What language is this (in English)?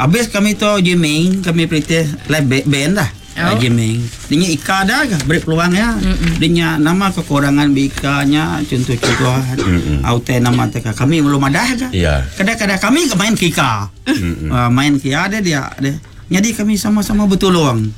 Iban